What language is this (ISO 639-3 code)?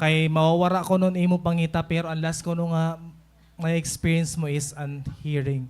war